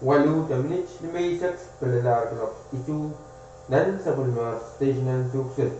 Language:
Pohnpeian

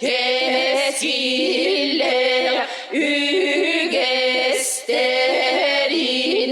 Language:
Yakut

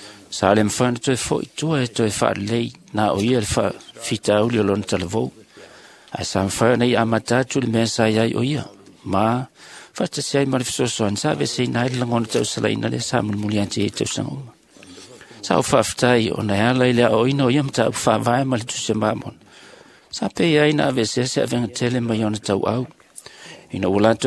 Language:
Samoan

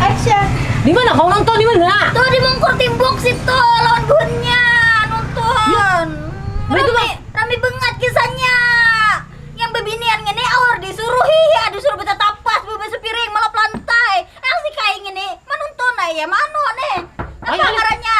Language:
Banjar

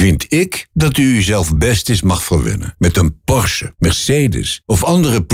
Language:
Dutch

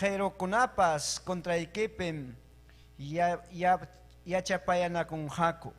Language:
Ayacucho Quechua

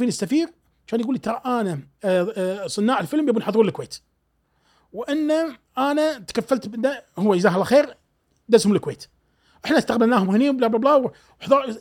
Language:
Gulf Arabic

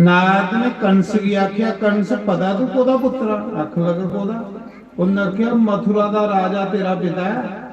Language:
Dogri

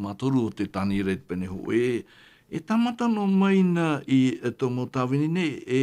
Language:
Tahitian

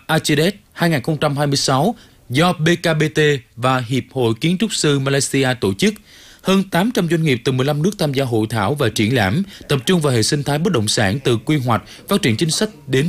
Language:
Vietnamese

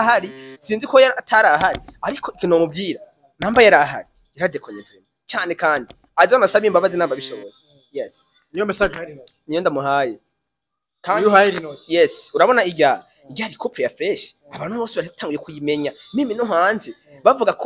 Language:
Rundi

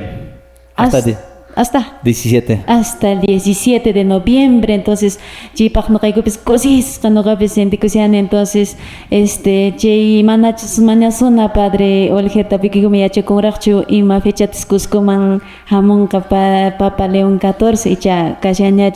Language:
Quechua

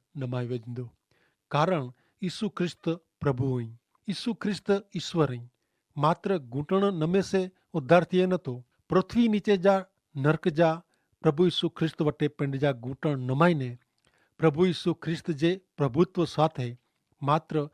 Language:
Kachhi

